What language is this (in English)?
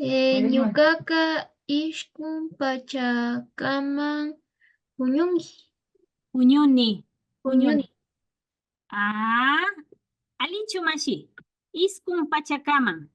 Imbabura Highland Quichua